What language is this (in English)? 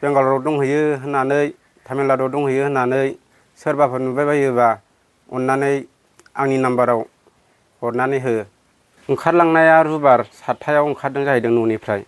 Bodo